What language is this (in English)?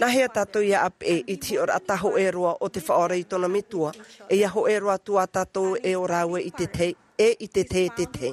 Tahitian